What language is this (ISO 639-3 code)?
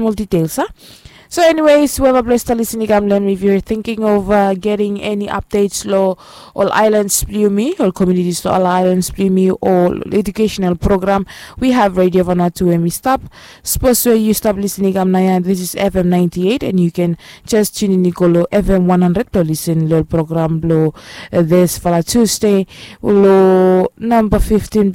bis